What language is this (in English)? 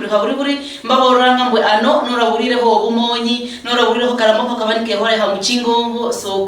Luyia